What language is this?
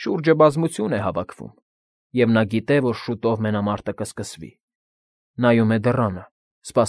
Armenian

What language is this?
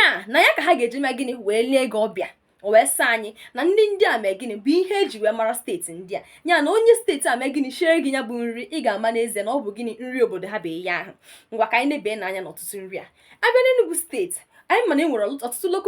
Igbo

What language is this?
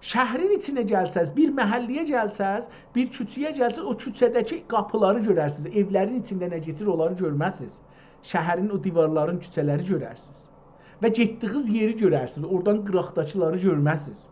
South Azerbaijani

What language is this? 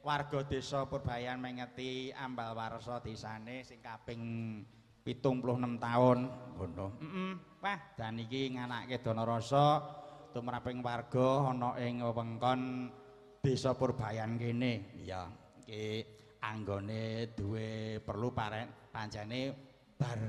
Javanese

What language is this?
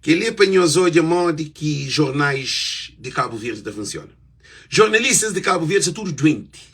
Kabuverdianu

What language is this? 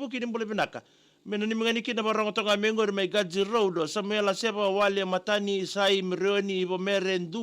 Fijian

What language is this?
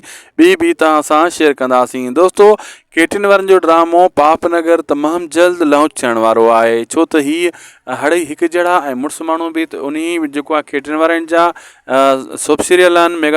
Sindhi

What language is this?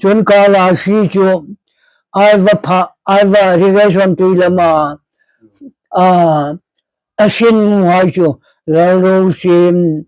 Hmar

